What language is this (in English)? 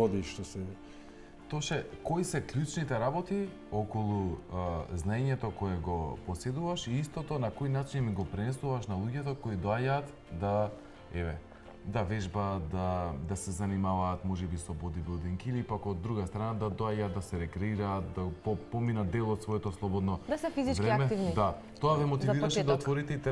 Macedonian